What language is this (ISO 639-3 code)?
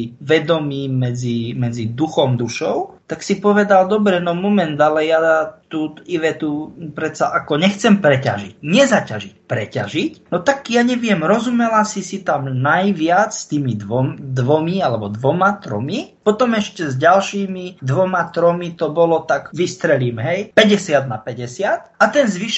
slk